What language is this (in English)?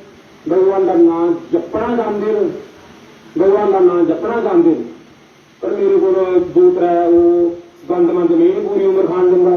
Dogri